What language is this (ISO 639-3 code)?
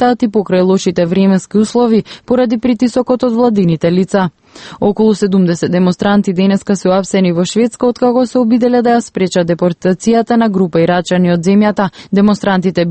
mkd